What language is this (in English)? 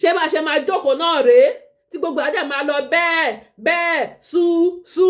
Yoruba